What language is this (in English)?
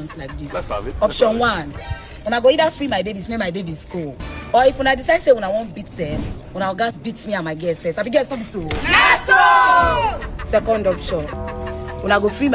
Nigerian Pidgin